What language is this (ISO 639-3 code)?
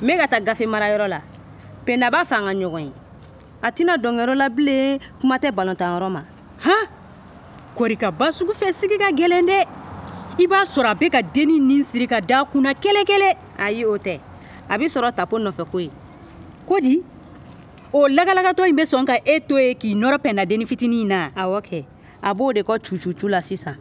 bam